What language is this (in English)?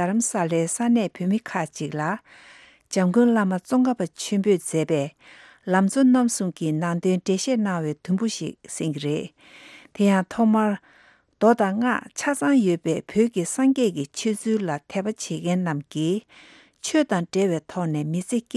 Tibetan